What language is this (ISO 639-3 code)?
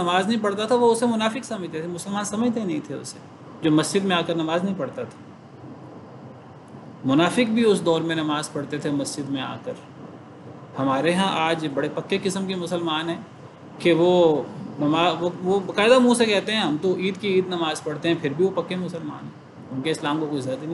urd